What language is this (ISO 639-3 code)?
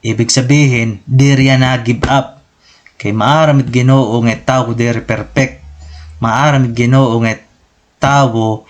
war